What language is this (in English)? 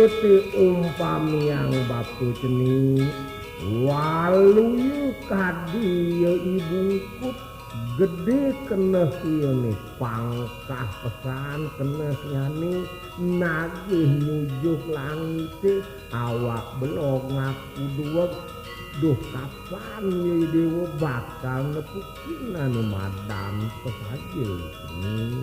Balinese